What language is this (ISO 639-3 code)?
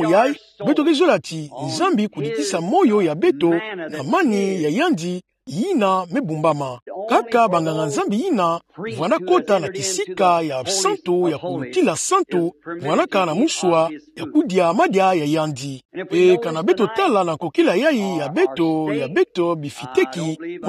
ktu